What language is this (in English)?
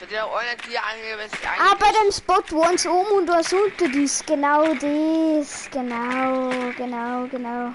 Bavarian